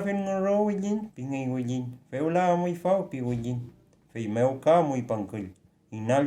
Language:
Mapuche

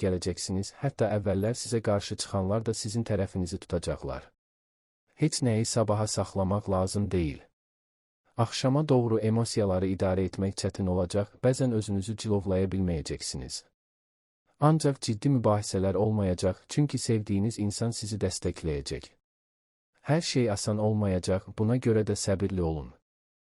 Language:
Azerbaijani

